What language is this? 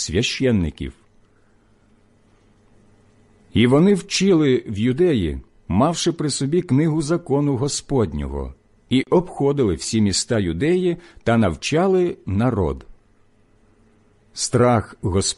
Ukrainian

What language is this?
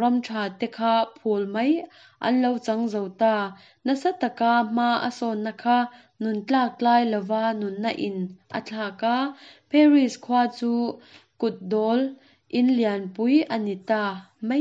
Mizo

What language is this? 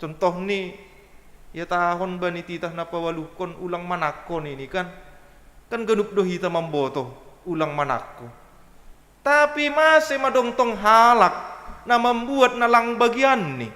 Batak Simalungun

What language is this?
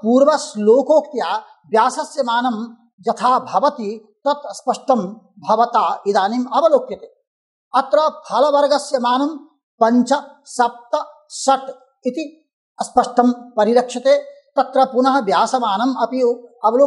Sanskrit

